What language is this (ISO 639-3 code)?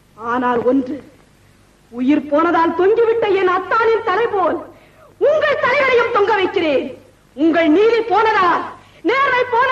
tam